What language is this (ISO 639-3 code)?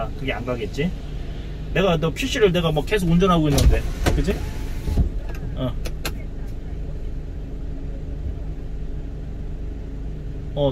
kor